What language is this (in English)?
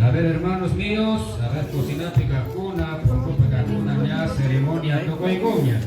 Ayacucho Quechua